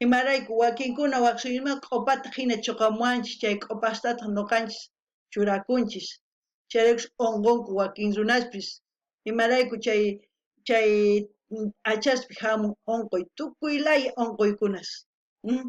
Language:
South Bolivian Quechua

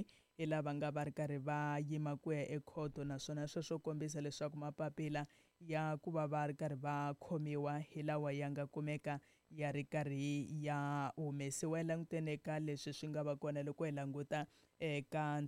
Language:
Tsonga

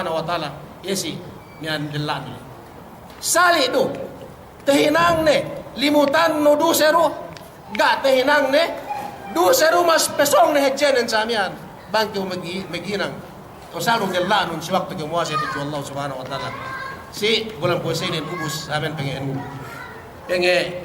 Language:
Yakan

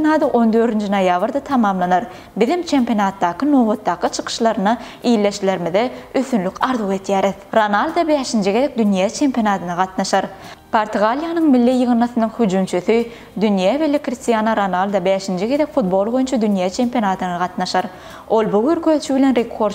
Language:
Turkmen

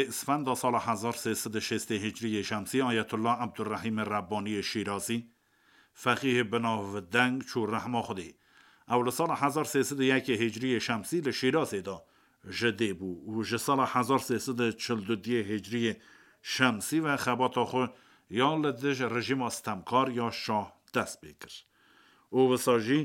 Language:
Kurdish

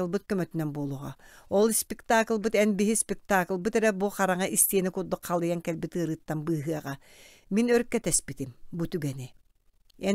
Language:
Yakut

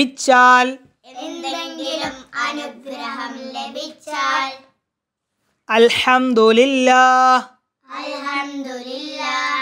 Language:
Malayalam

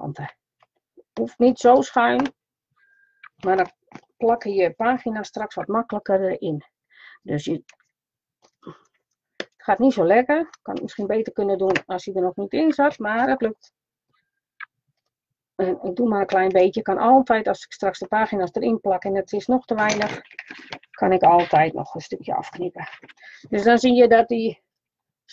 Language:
Dutch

